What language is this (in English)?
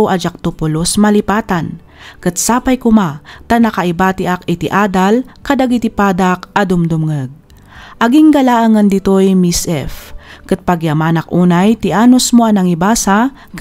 Iloko